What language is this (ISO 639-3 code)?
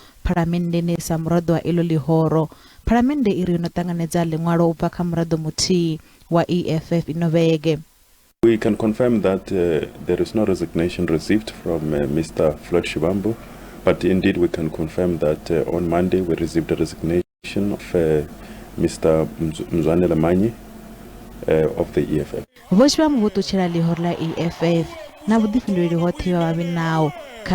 ven